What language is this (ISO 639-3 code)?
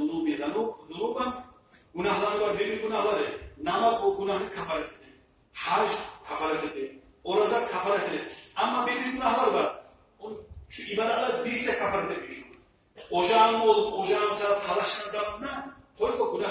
kum